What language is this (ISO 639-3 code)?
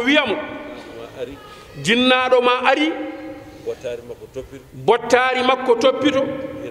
ful